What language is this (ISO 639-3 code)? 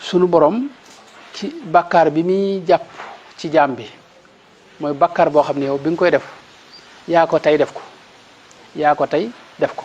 wol